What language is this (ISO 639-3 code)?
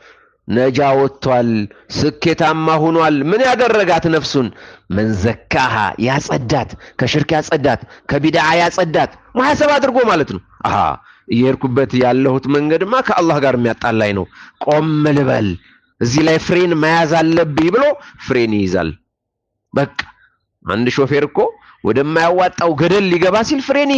amh